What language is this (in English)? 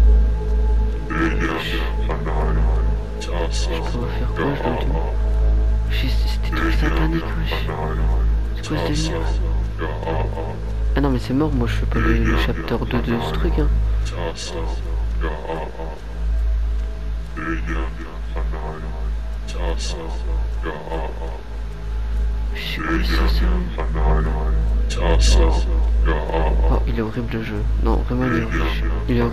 French